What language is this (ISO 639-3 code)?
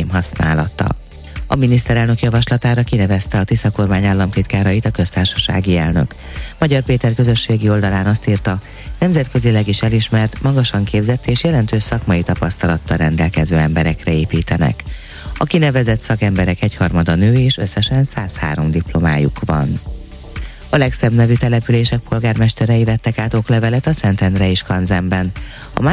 hun